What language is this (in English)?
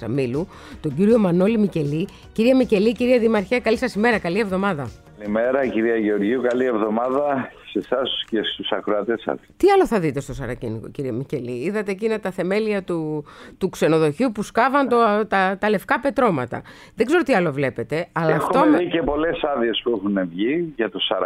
Greek